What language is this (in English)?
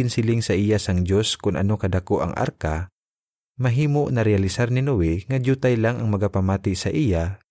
Hiligaynon